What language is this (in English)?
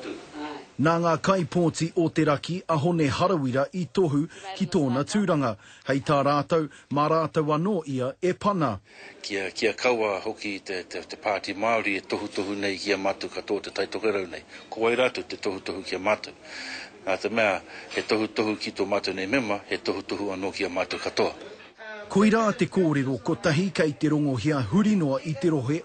Māori